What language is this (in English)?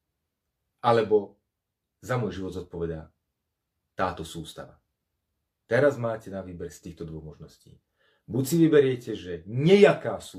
Slovak